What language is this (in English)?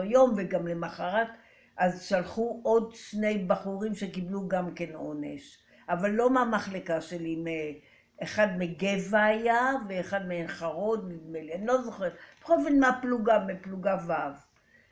Hebrew